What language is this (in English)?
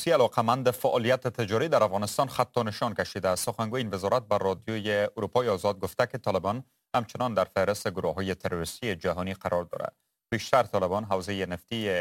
Persian